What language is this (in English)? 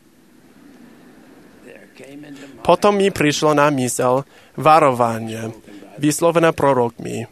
Slovak